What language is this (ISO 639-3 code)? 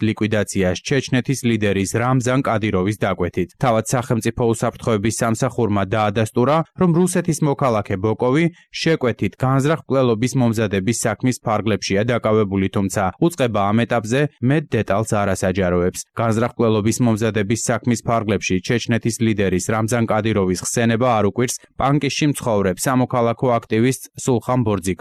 kat